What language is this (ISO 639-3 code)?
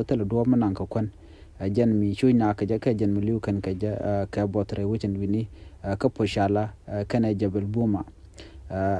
nus